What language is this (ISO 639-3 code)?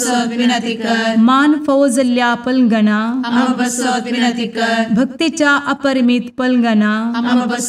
kok